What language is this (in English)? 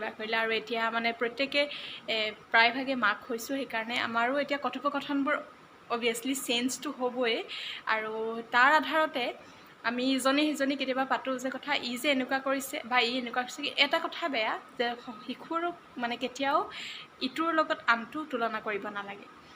Assamese